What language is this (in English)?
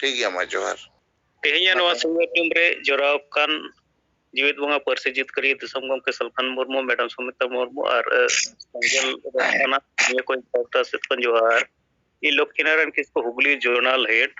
Santali